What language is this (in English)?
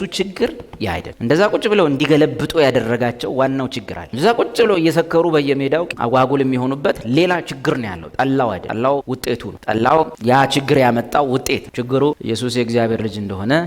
Amharic